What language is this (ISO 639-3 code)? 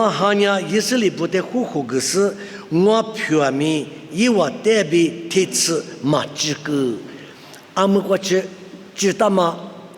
lis